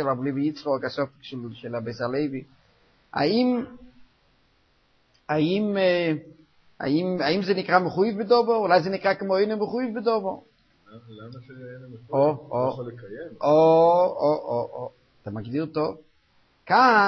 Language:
Hebrew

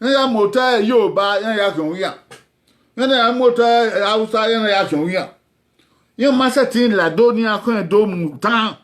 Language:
Bini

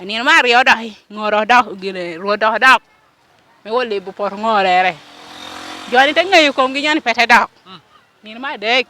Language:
Lango (Uganda)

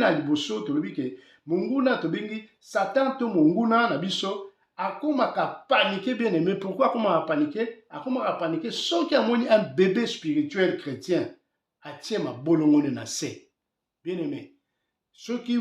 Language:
Lingala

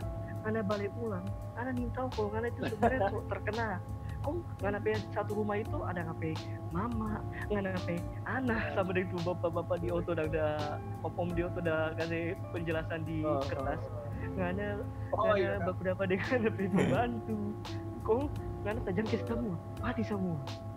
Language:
Manado Malay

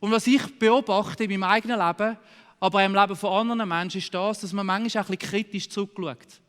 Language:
Swiss German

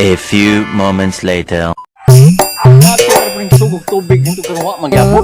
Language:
Cebuano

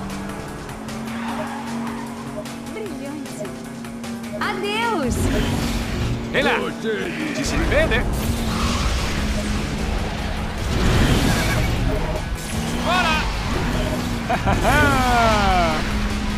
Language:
Italian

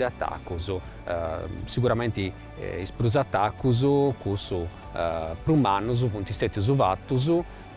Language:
Sardinian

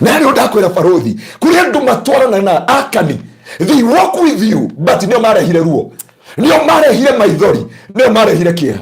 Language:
Kikuyu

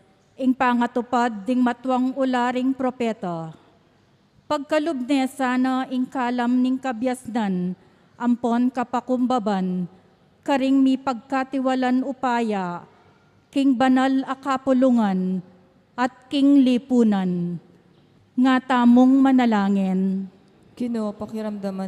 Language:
Pampanga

